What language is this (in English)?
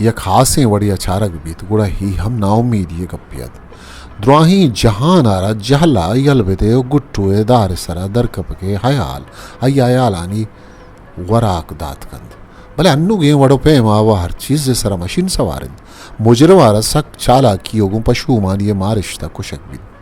Eastern Balochi